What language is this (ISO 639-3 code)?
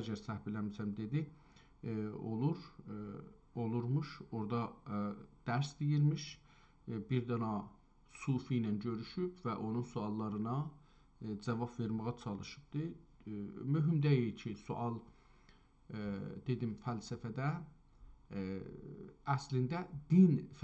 azb